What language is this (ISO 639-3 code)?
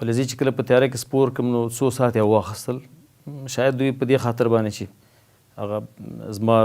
pus